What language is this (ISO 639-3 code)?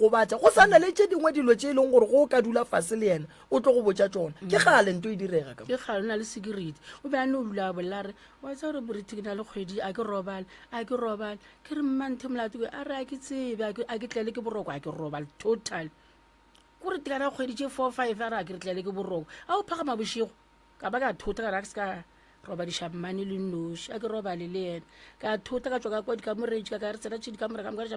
nso